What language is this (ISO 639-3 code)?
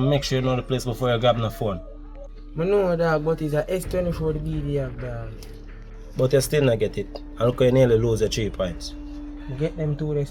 jam